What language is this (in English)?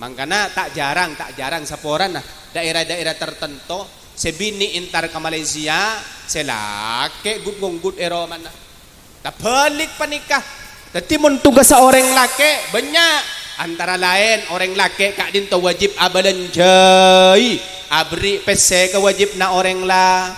Madurese